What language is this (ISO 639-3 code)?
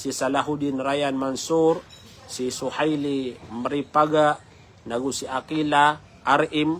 mrw